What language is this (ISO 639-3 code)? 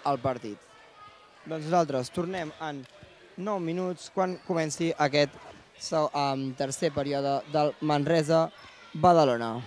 cat